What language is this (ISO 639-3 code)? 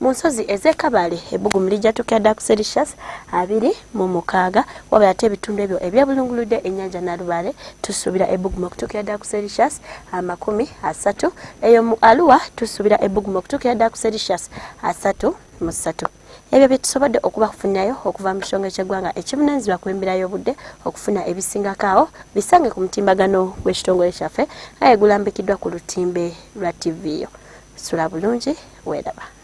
lug